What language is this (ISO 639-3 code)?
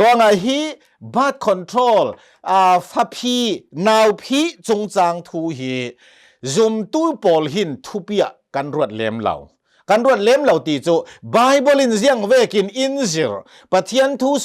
cnh